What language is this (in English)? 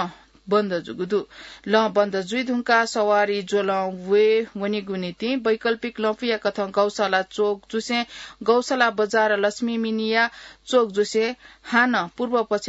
Newari